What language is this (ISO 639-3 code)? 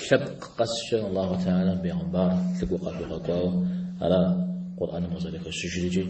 kbd